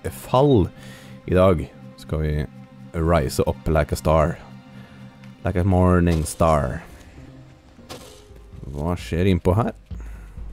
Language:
Norwegian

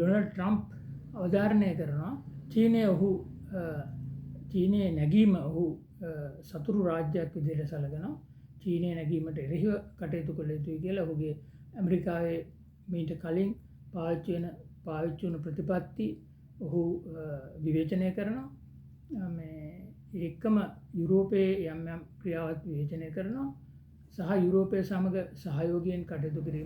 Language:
Sinhala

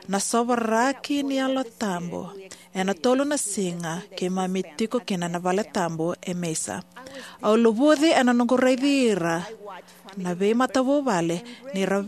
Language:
Fijian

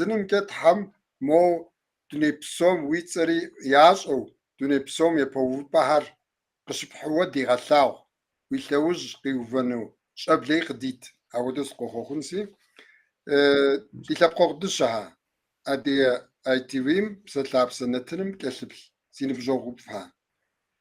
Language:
Kabardian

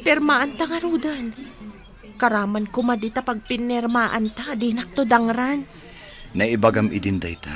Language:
Iloko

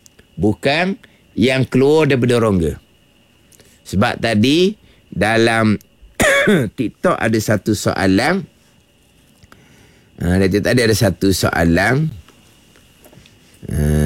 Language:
Malay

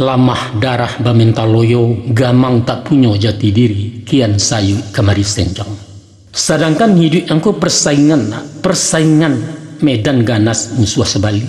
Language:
Minangkabau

